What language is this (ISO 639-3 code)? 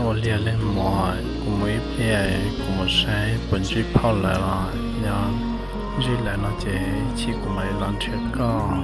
hmn